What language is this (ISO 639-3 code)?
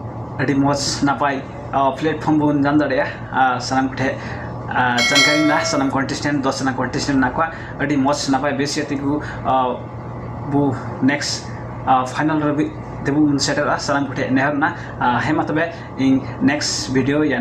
sat